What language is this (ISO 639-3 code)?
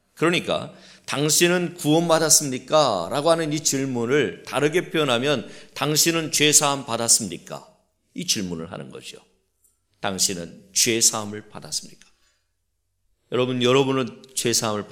kor